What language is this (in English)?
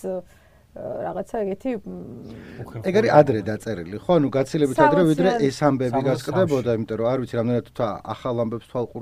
Georgian